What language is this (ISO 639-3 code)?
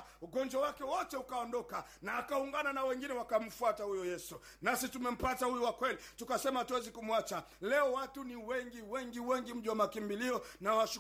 swa